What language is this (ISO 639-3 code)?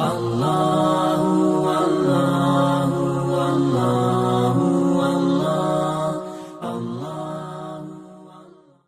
mui